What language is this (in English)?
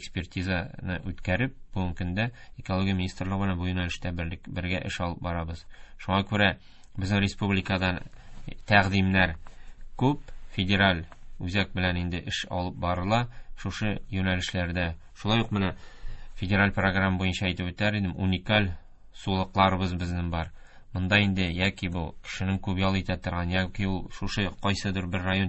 Tatar